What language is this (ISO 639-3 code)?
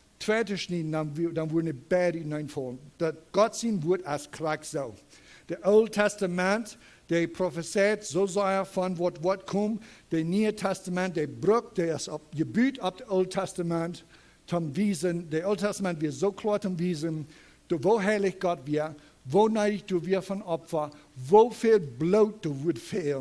pdt